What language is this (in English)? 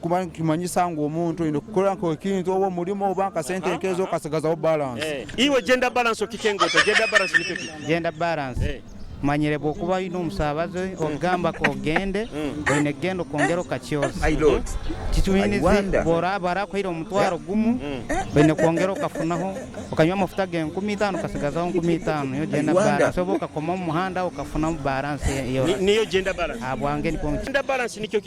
Nyoro